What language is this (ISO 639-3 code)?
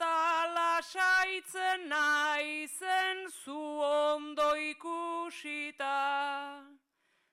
eus